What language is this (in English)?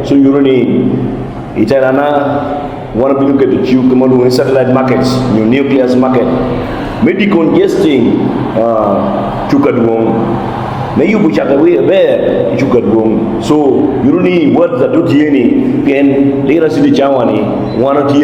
Lango (Uganda)